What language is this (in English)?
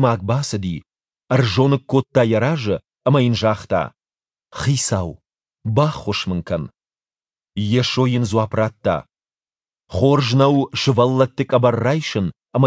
Ossetic